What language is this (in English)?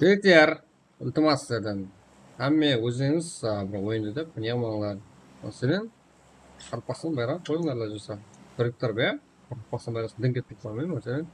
Kara-Kalpak